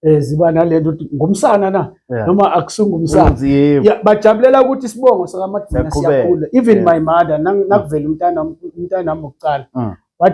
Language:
Zulu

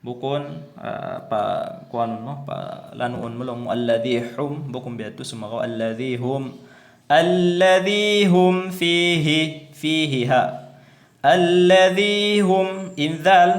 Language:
Tausug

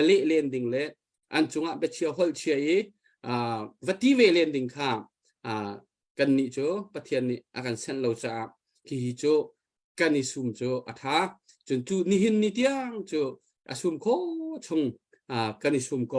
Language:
Hakha Chin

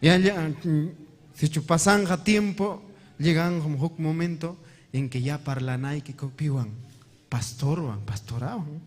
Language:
Ayacucho Quechua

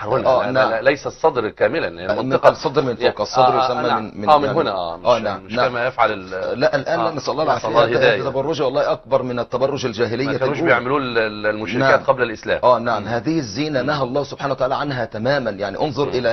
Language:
Arabic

